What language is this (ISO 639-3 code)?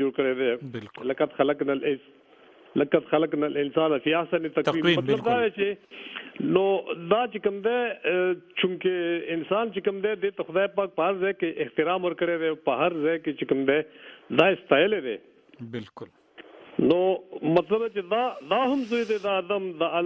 pus